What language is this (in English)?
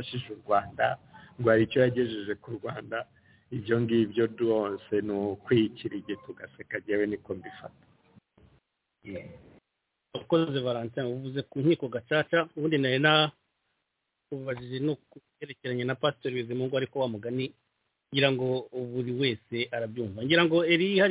Kinyarwanda